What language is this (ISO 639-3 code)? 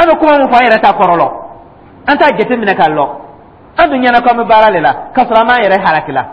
dyu